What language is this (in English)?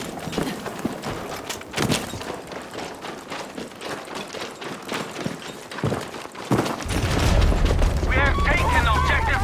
German